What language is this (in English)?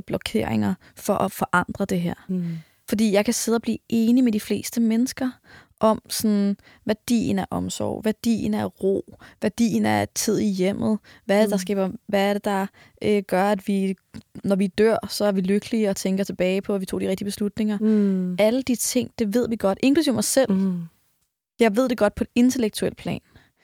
Danish